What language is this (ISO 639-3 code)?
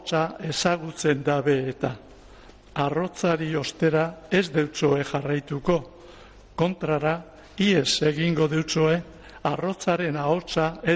eus